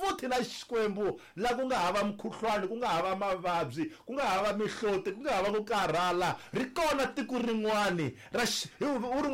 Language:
Tsonga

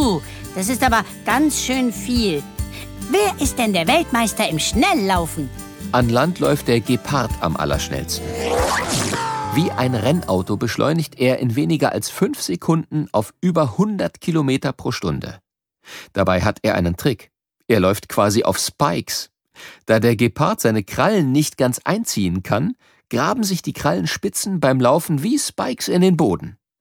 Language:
German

